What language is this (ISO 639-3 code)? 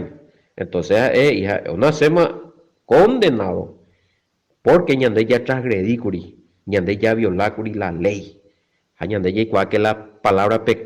grn